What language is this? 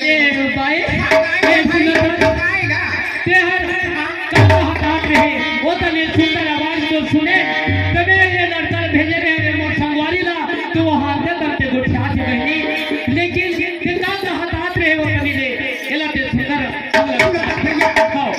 Chhattisgarhi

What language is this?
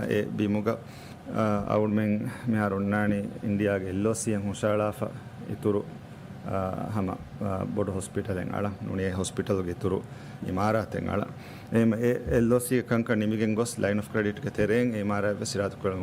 Divehi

